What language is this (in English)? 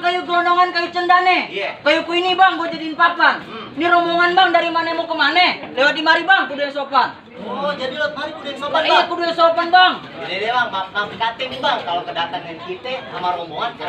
Betawi